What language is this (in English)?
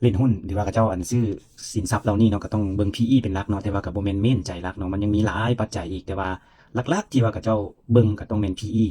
Lao